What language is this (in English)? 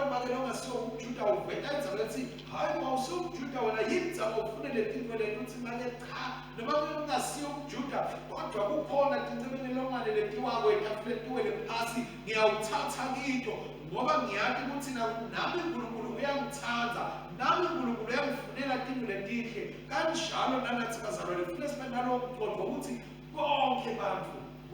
Swati